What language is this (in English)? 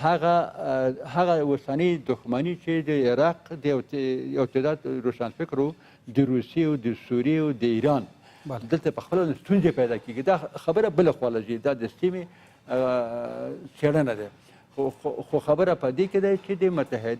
Pashto